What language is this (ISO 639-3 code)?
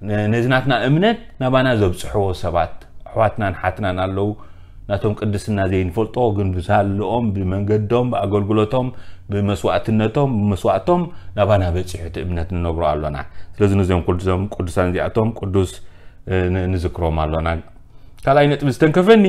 tir